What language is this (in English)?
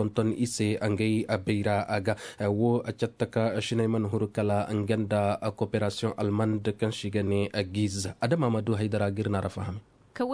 Koyraboro Senni